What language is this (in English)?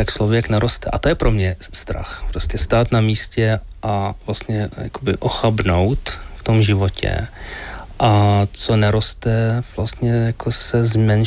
Czech